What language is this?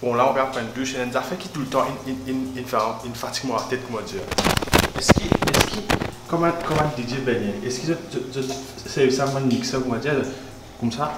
Morisyen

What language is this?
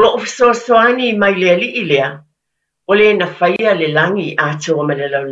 Samoan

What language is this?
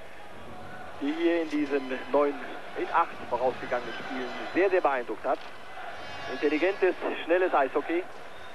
German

